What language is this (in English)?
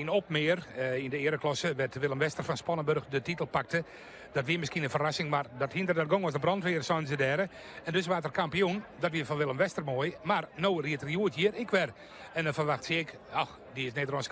Western Frisian